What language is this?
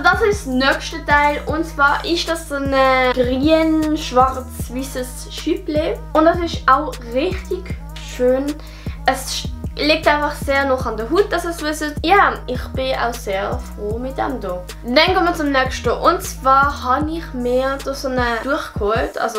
Swiss German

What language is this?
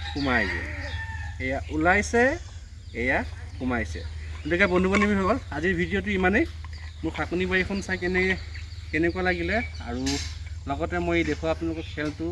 Assamese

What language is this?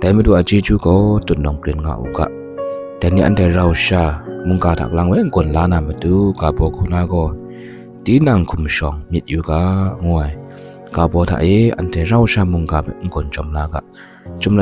Kachin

